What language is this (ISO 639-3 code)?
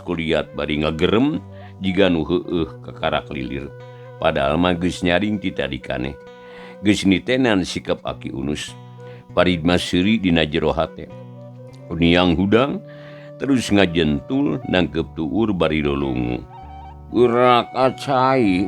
sun